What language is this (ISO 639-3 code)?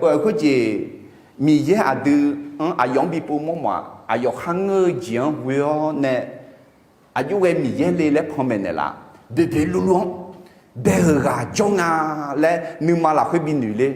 ahk